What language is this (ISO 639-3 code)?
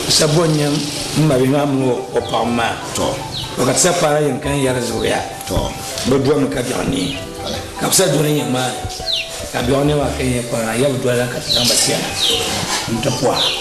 dag